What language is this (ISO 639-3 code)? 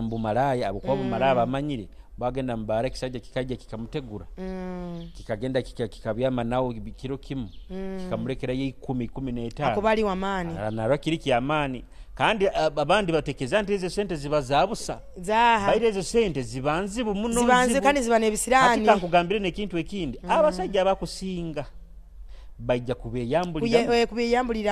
nyo